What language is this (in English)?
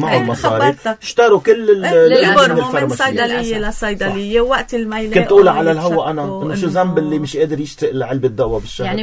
North Levantine Arabic